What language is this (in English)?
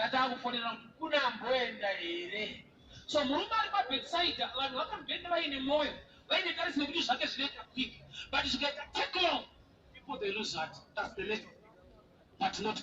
Shona